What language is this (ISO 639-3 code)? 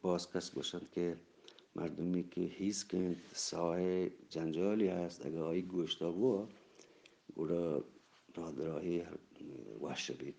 bgp